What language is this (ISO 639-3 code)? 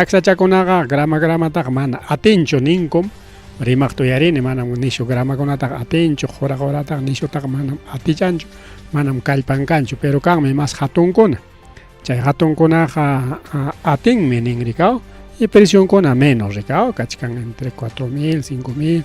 quy